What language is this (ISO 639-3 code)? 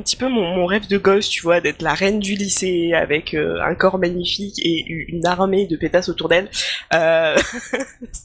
fra